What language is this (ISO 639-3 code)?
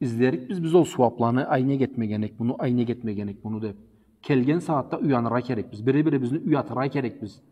krc